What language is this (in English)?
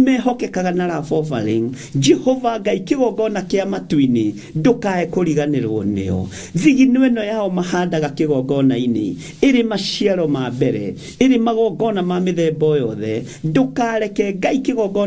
Kikuyu